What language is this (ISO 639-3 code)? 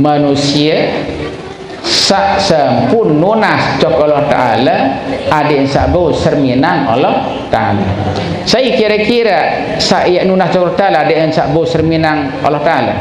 sas